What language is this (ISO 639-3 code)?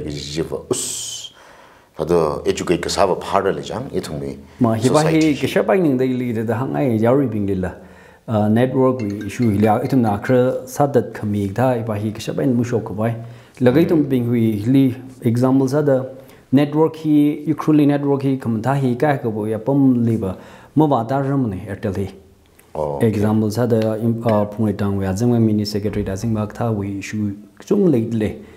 nmf